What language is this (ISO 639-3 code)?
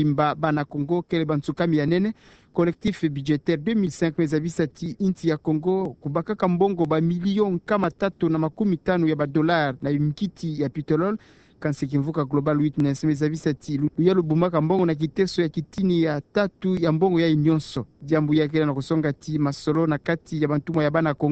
ktu